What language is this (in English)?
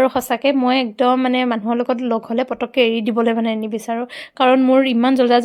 Assamese